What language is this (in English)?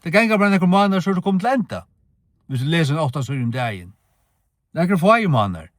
Faroese